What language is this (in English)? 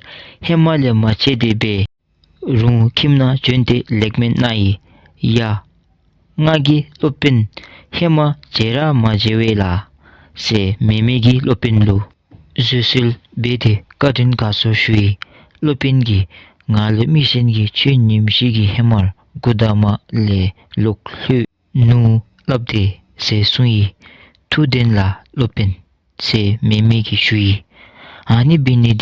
Dzongkha